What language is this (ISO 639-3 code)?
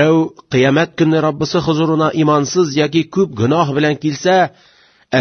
tat